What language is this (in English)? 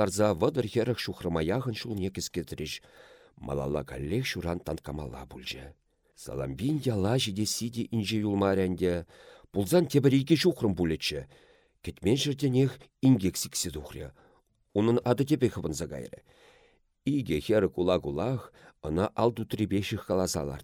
Chuvash